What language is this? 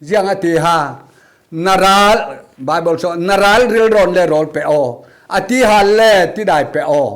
Falam Chin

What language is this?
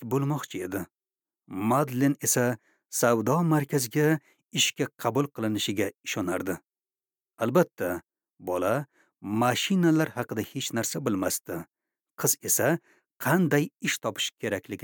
Uzbek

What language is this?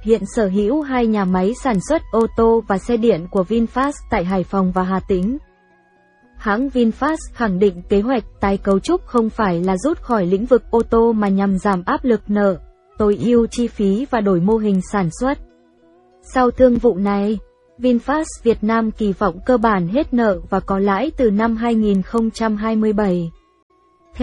Vietnamese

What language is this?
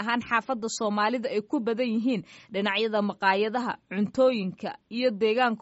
Somali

